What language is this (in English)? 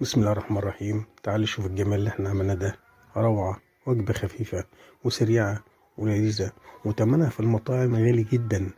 Egyptian Arabic